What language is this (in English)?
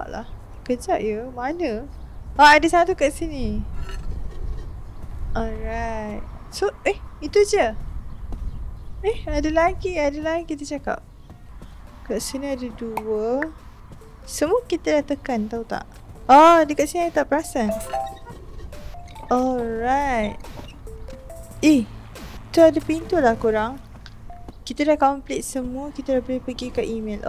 Malay